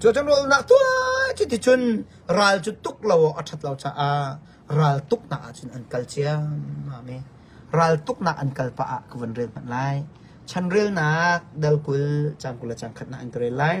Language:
Hakha Chin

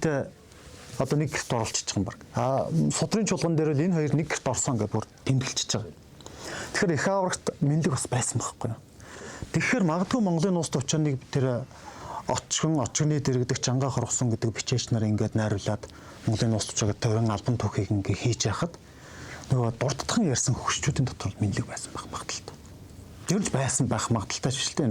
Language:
Mongolian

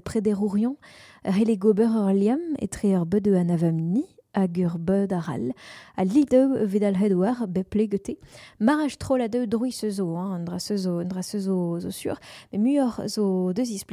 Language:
Breton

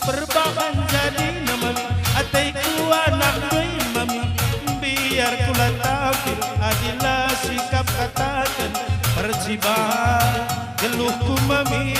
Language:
Batak Karo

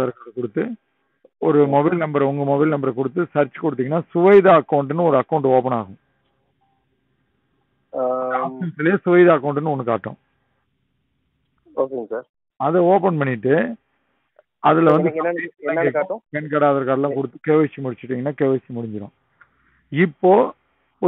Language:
Tamil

